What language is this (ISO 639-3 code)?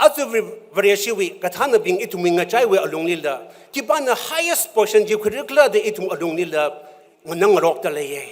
nmf